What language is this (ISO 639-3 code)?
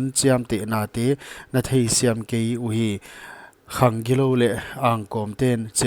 pck